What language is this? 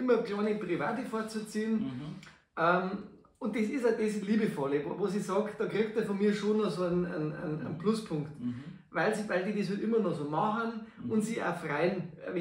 Bavarian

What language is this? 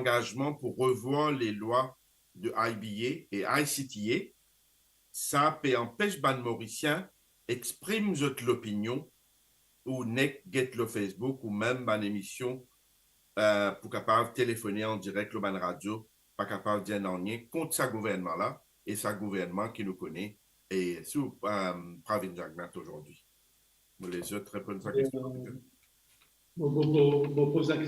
Morisyen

